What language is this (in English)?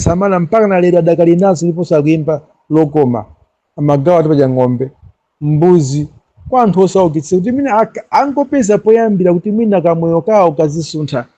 Nyanja